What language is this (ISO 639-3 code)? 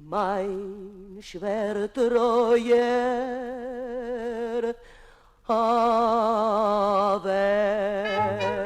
yid